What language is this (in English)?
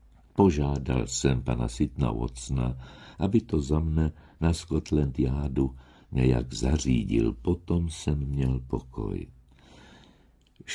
Czech